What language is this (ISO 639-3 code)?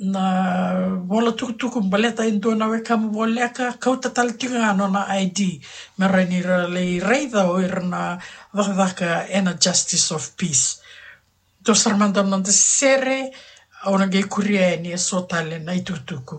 fij